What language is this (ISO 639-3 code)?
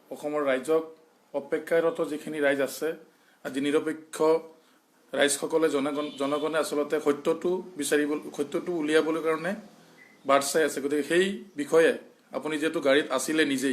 asm